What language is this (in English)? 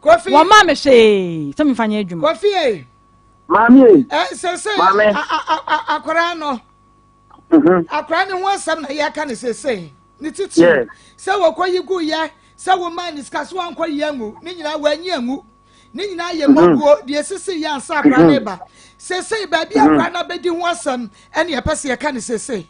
Akan